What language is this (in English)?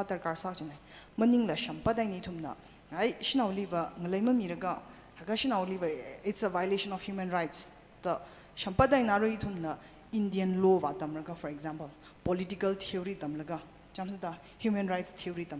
Tangkhul Naga (India)